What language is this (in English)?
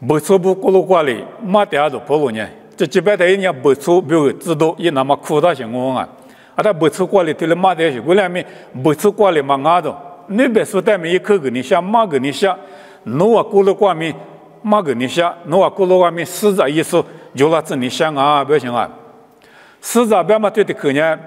Lisu